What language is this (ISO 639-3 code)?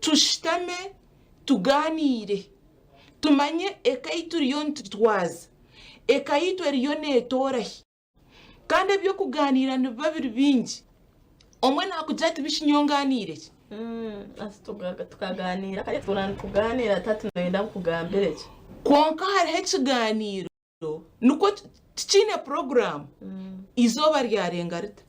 nyn